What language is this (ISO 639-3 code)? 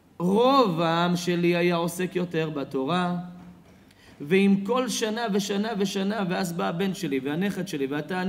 heb